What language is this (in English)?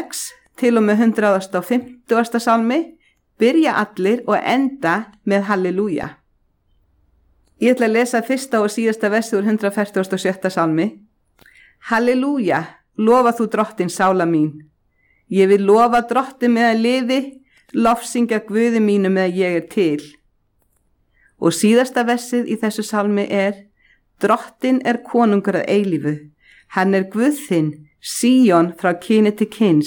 Icelandic